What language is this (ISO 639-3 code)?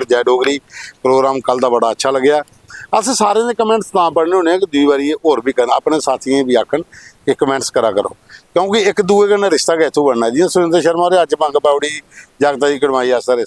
doi